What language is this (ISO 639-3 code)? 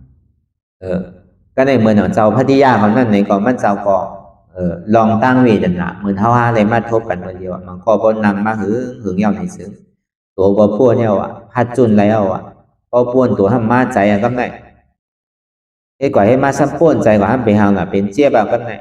shn